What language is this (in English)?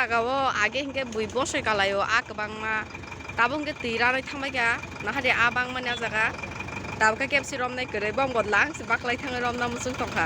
Kok Borok